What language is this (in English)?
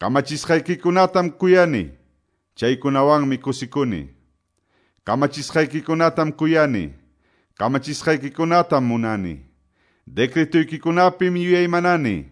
Quechua